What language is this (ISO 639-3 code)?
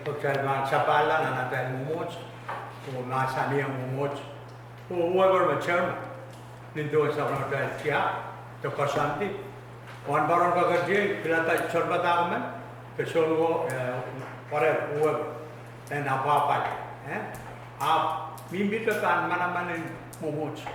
pon